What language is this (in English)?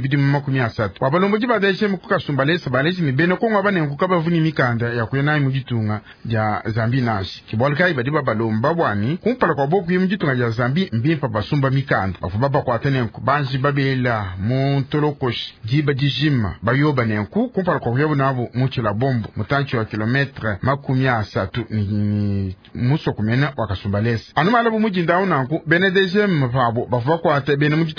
Luba-Lulua